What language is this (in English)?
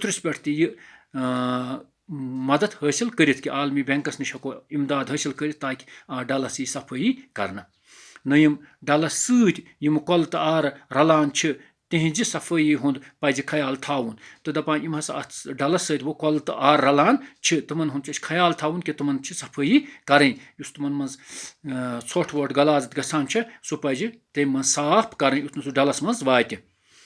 Kashmiri